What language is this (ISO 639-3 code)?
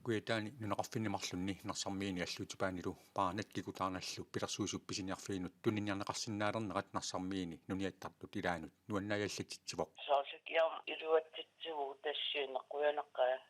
kal